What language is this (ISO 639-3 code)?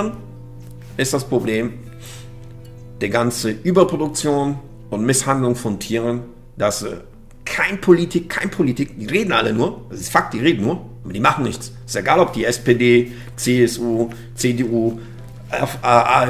deu